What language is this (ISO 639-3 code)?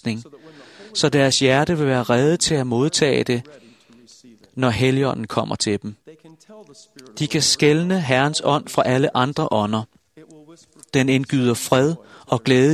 dan